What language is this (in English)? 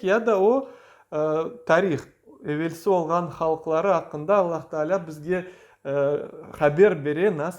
Crimean Tatar